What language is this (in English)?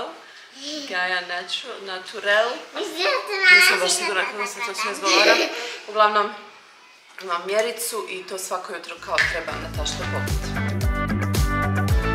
Croatian